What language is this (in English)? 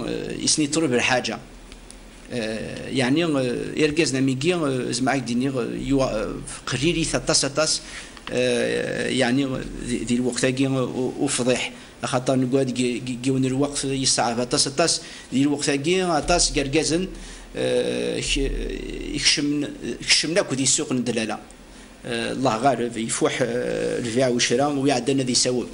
Kabyle